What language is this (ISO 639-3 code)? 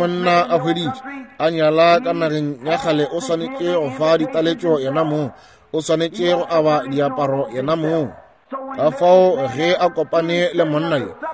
nso